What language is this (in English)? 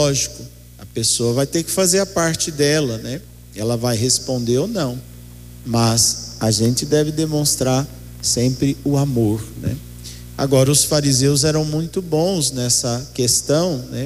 Portuguese